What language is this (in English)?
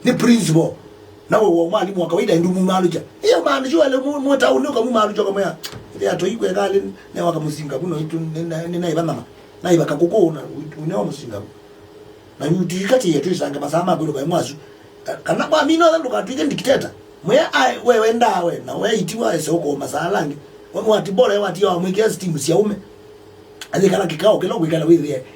Kamba